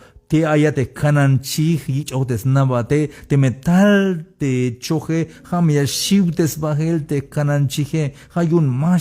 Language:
Tzeltal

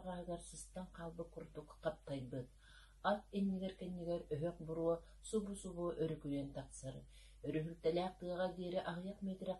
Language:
Yakut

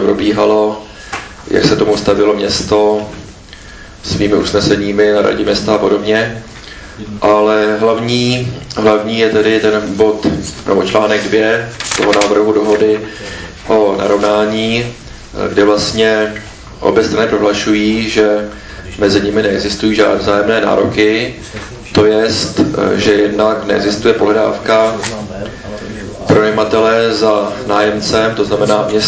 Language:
Czech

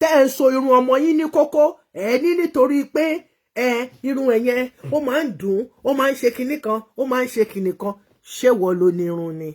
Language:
Yoruba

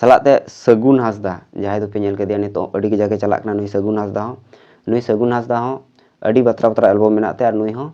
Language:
Santali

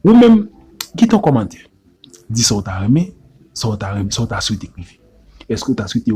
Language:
Haitian Creole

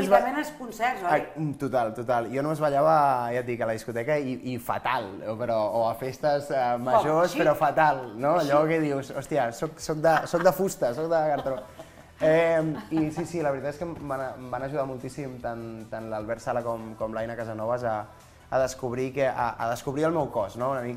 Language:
Catalan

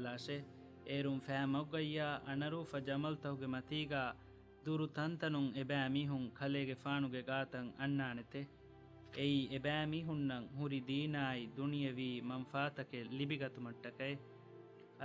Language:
Divehi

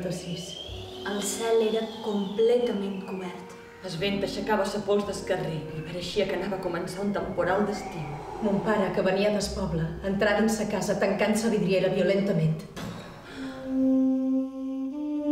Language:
Catalan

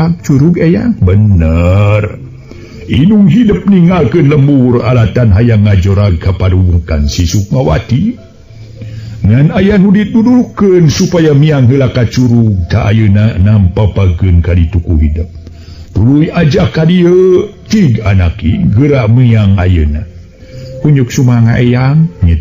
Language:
Sundanese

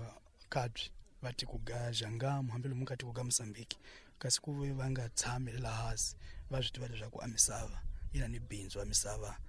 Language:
Tsonga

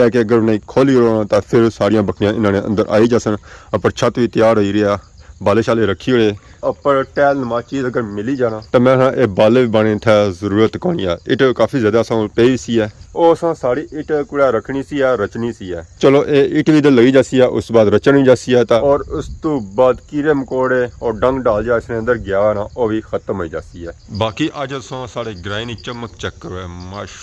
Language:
Pahari-Potwari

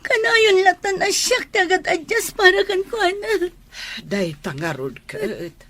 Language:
Iloko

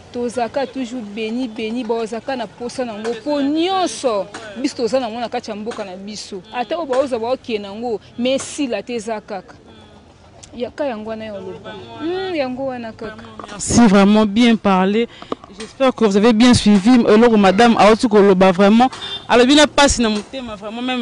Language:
Lingala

